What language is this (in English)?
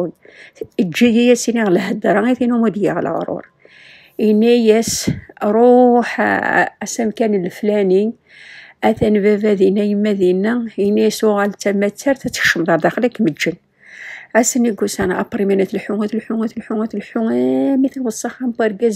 Kabyle